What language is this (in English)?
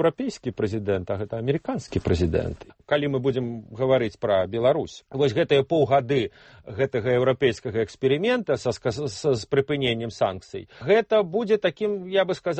Belarusian